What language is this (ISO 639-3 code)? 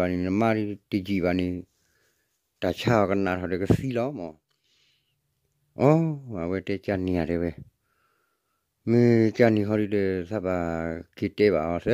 ksw